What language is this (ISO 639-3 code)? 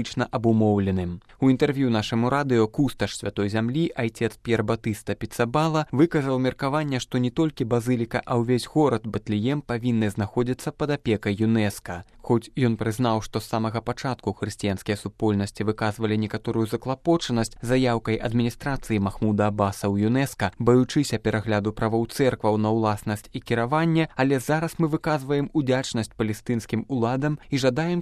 bel